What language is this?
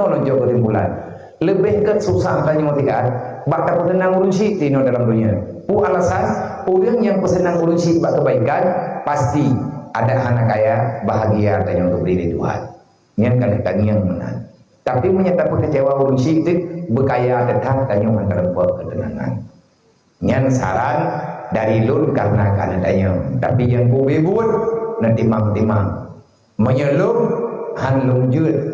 Achinese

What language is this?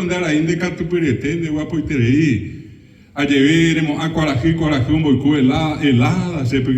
Guarani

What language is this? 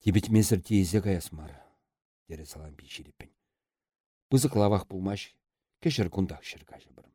Chuvash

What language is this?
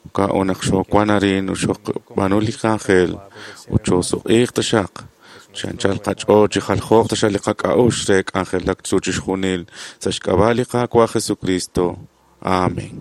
Kekchí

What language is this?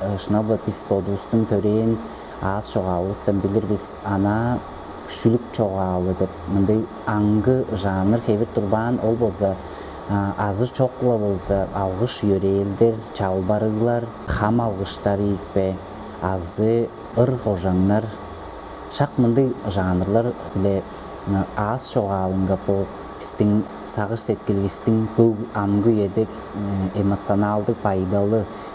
Tuvinian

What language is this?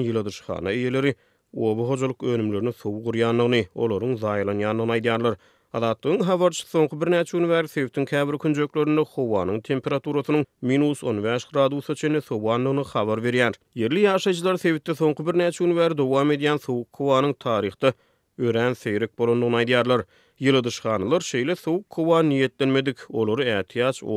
Turkmen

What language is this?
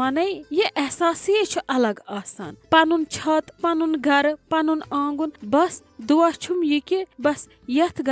Kashmiri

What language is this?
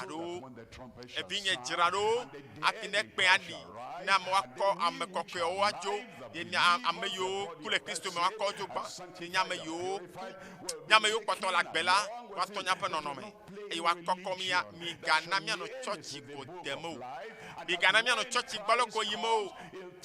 Ewe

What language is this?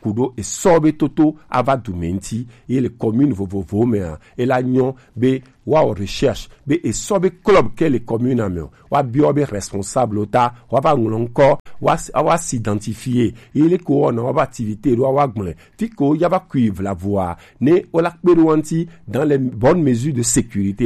Gen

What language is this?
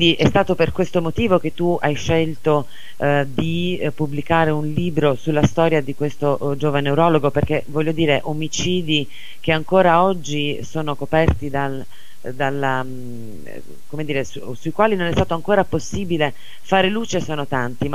Italian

